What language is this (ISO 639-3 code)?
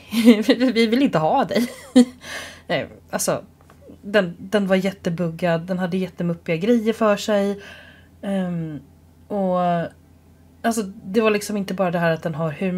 swe